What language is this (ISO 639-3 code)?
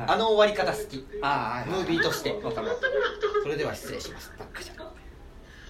jpn